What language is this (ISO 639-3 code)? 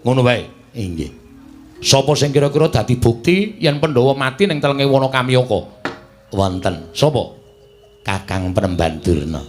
jav